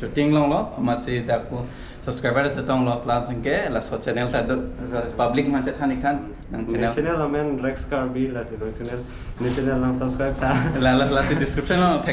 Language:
Karbi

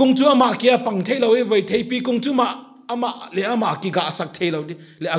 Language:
Paite Chin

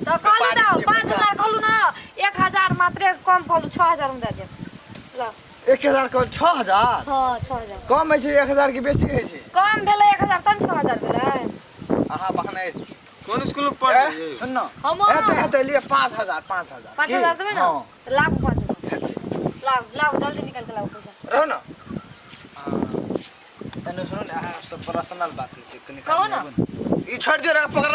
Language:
Maithili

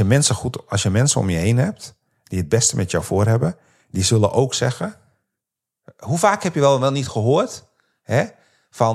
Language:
Dutch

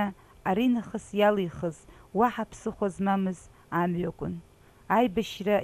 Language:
Abkhazian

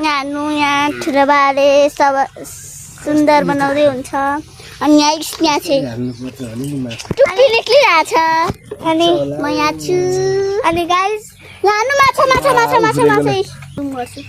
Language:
Nepali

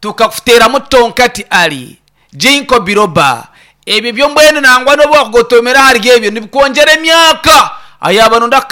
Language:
Nyankole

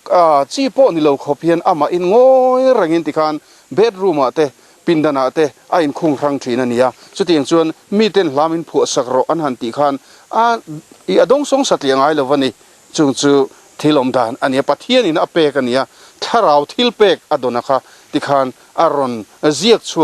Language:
Mizo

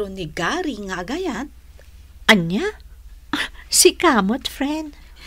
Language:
Iloko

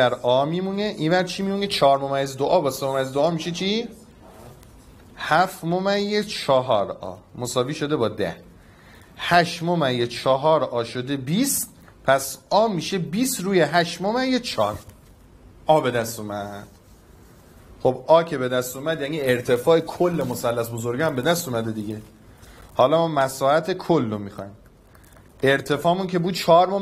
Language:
Persian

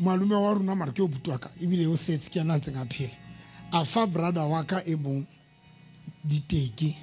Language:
Southern Sotho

